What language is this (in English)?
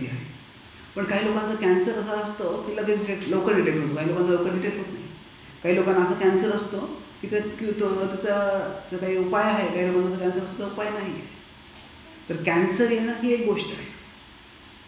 Marathi